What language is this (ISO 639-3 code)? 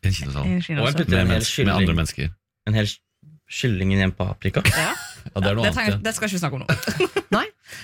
nor